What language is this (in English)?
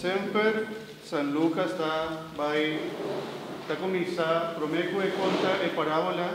Papiamento